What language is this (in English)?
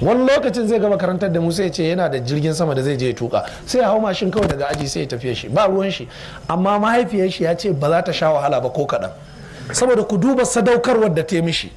Hausa